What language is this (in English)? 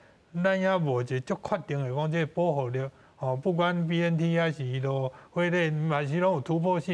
Min Nan Chinese